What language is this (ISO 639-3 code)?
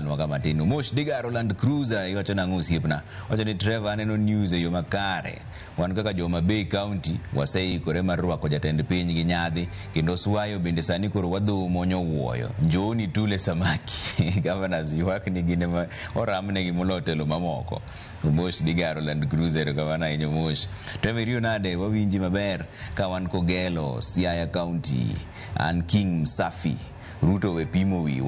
luo